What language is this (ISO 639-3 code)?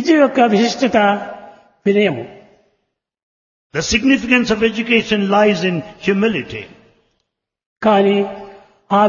tel